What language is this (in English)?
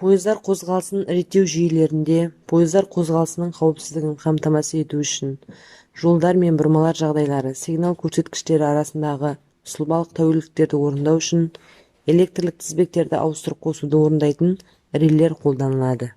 Kazakh